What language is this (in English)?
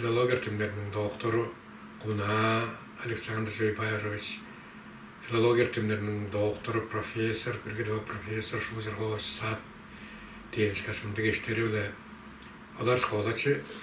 Tuvinian